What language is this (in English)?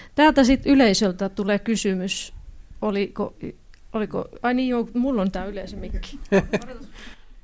Finnish